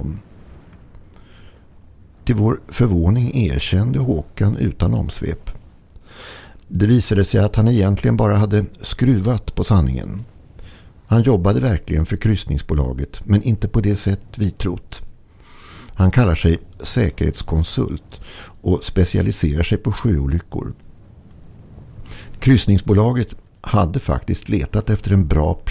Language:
Swedish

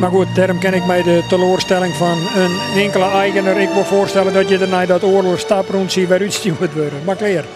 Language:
Western Frisian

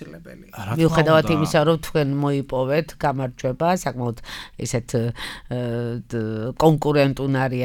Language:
Georgian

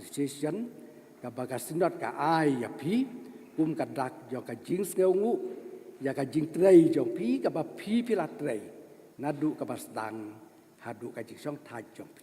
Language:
Khasi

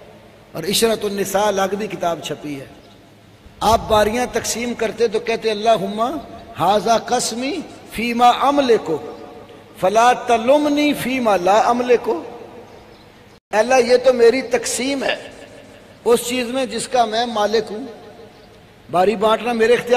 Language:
Urdu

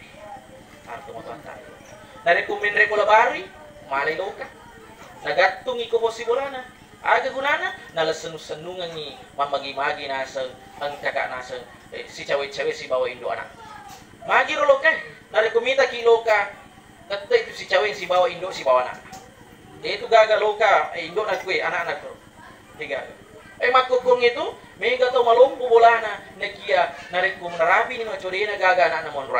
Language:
Buginese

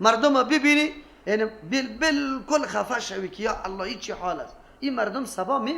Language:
Persian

